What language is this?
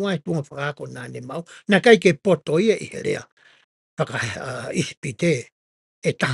Tongan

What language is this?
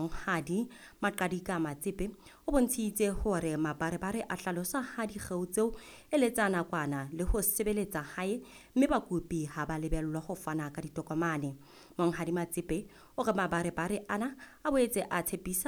Southern Sotho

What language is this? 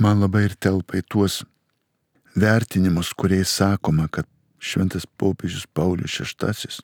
Lithuanian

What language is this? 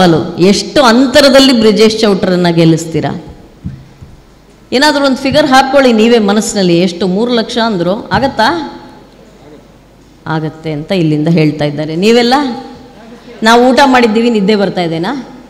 Kannada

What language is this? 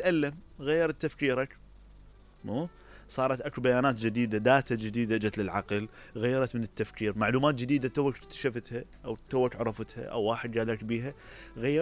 Mesopotamian Arabic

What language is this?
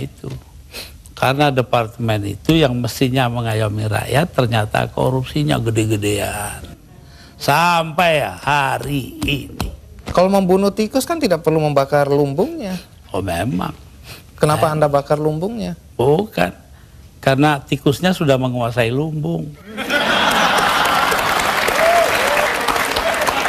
Indonesian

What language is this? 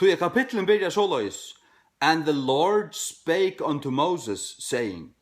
Faroese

